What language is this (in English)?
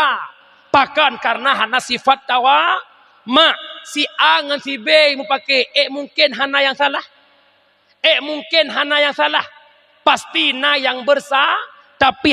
Achinese